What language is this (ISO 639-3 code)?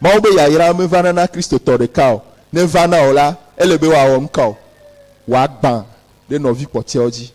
ewe